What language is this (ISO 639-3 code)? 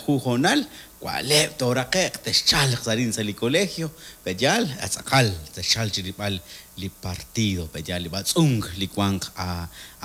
kek